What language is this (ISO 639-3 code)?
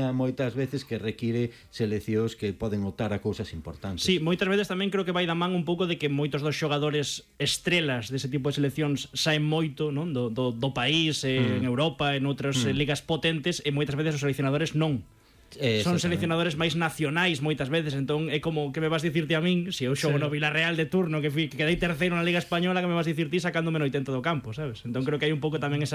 glg